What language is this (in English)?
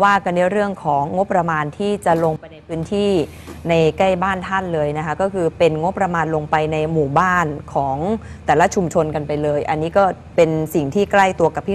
Thai